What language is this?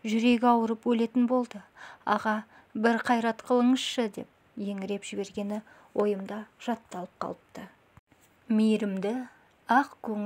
Kazakh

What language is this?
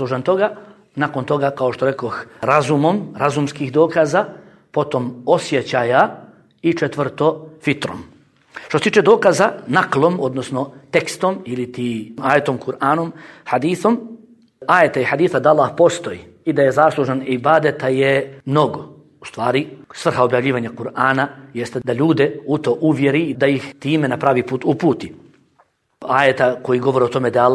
Bosnian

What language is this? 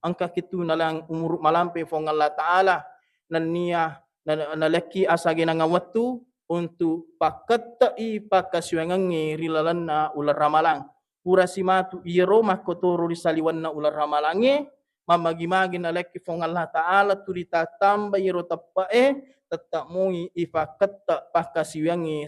Buginese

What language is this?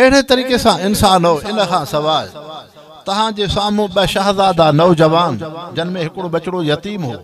Sindhi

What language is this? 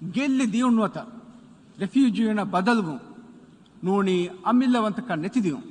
Divehi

